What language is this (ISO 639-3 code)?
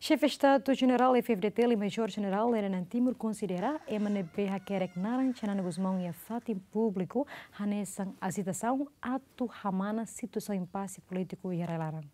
tet